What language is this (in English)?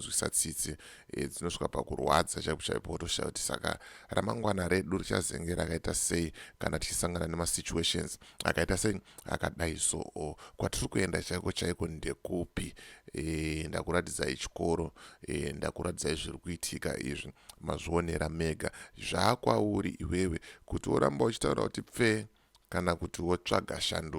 Shona